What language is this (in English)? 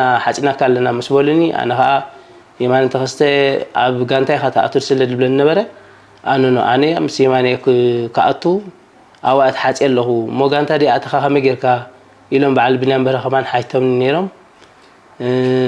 Tigrinya